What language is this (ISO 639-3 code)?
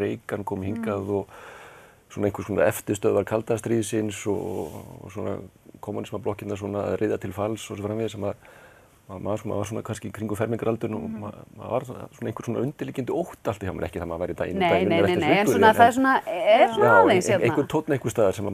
isl